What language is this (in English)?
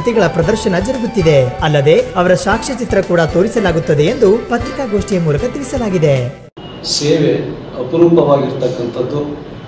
Kannada